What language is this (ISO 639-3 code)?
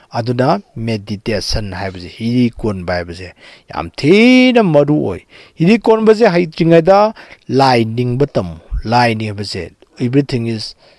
mni